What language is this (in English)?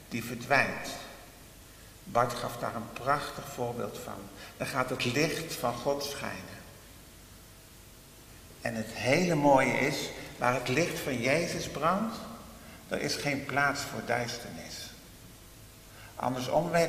Dutch